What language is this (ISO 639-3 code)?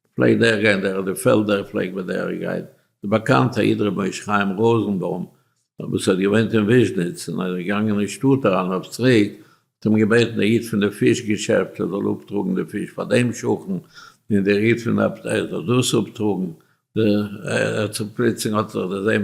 yid